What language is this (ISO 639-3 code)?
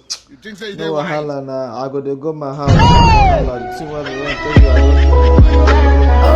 pcm